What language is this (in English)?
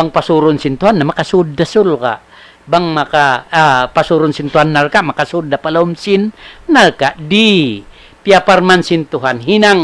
Tausug